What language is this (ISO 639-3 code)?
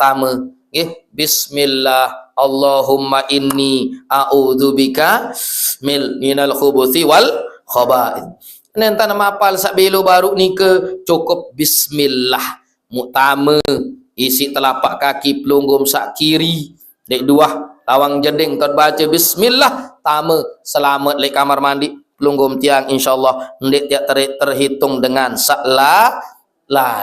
sas